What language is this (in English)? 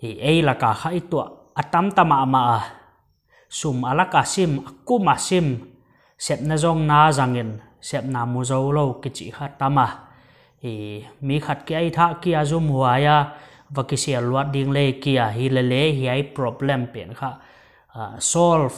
Paite Chin